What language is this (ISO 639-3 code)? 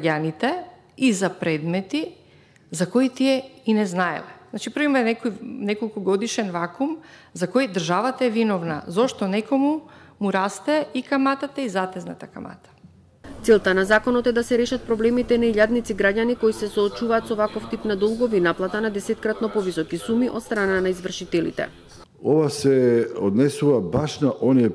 mkd